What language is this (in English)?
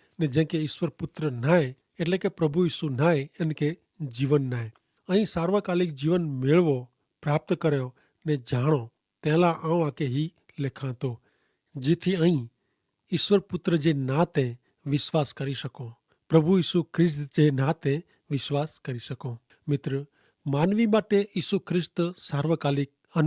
Kachhi